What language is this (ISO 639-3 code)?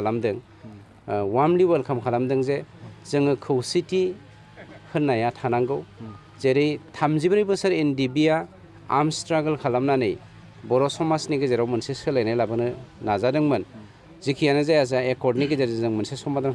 brx